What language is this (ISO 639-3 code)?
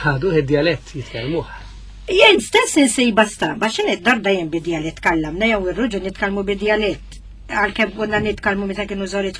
mlt